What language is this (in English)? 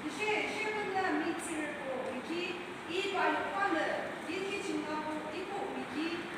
Yimchungru Naga